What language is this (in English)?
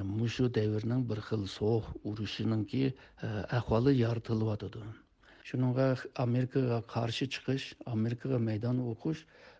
Uyghur